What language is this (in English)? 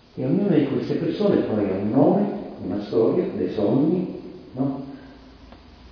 Italian